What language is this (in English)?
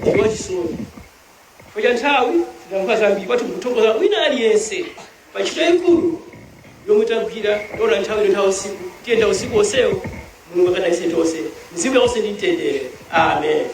Nyanja